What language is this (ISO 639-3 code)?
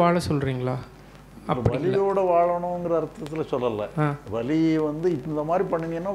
tam